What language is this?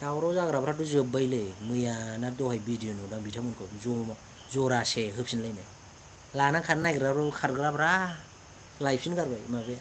Bodo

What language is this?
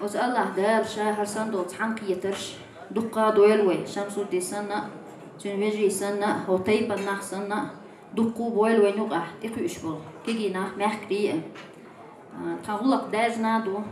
Chechen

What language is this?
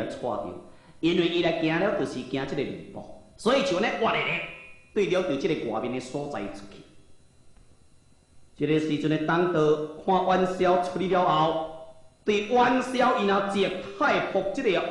Min Nan Chinese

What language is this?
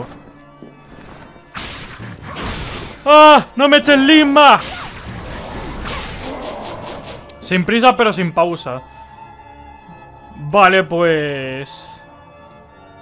Spanish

